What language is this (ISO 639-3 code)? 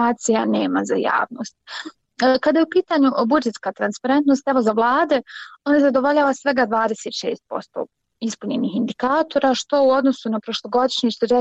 bos